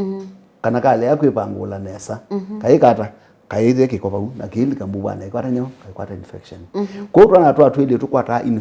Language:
Kamba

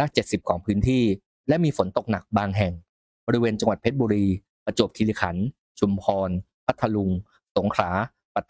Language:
Thai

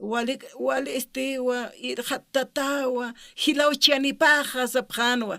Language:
Aymara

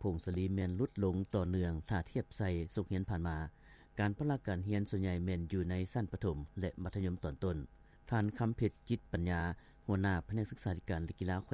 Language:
Lao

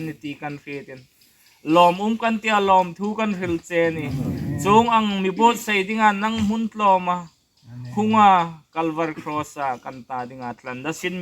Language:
Hmar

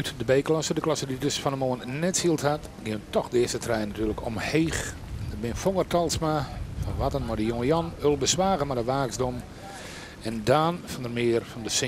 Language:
Western Frisian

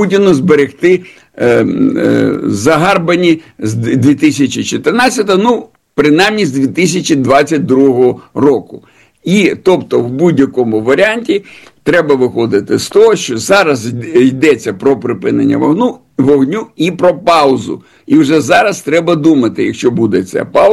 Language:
Ukrainian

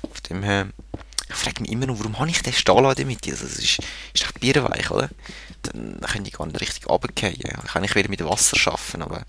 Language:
Swiss German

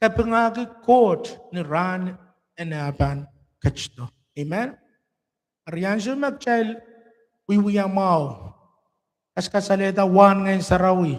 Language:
Pohnpeian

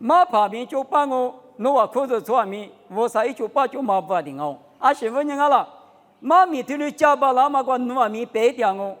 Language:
Lisu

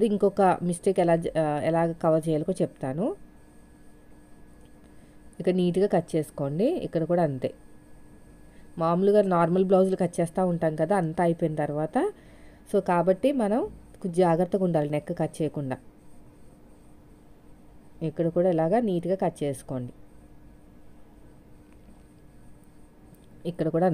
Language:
Telugu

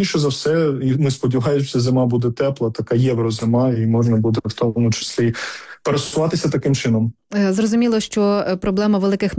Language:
Ukrainian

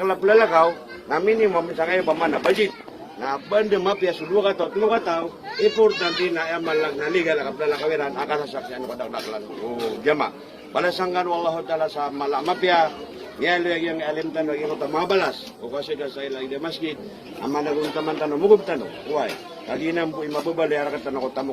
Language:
Maranao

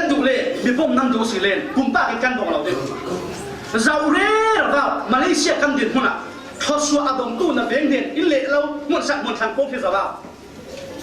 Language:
Falam Chin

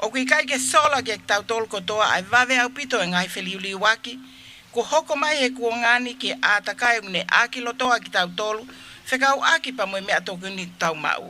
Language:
Tongan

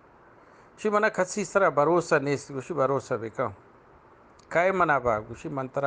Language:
Eastern Balochi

